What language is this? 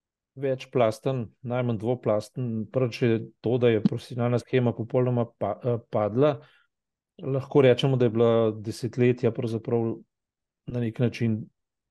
Slovenian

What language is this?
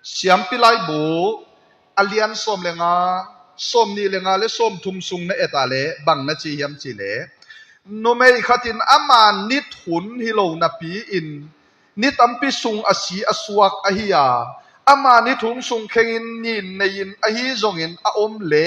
Tedim Chin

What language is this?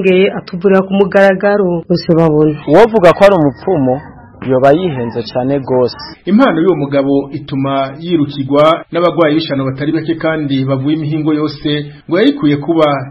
Rundi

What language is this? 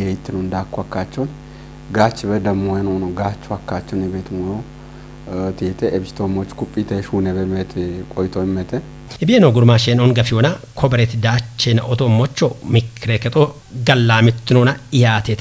Kafa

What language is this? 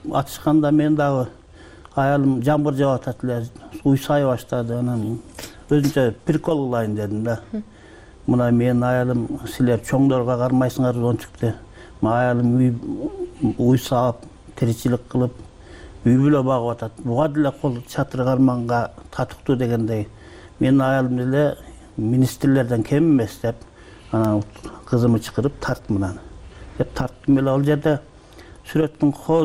Kyrgyz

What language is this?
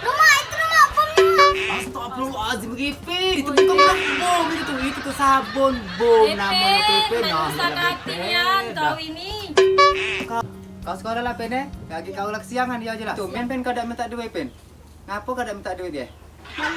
Musi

